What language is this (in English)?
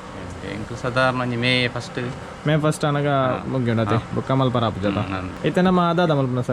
Tulu